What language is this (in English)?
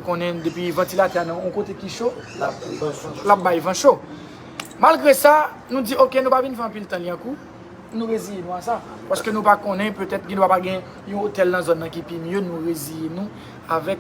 Haitian Creole